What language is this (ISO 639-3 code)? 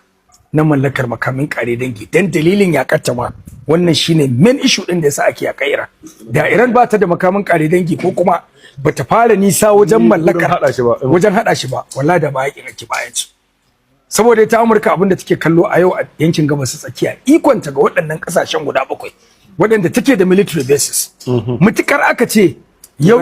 hau